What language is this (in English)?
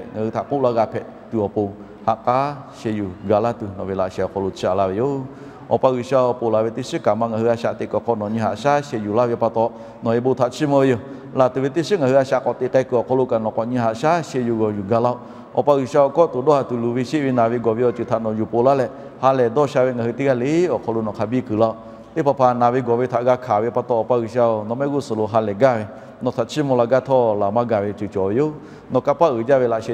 Lahu